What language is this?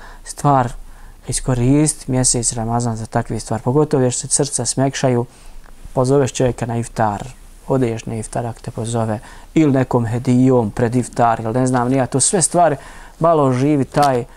Bosnian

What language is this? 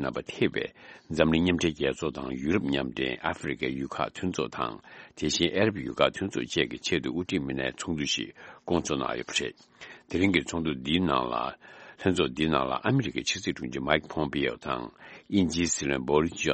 Tibetan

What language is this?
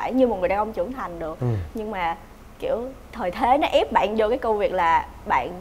Vietnamese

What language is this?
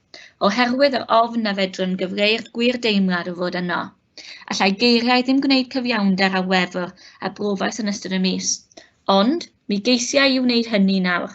Welsh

